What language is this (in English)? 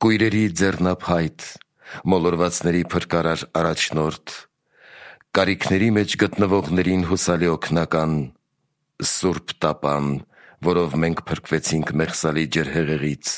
Armenian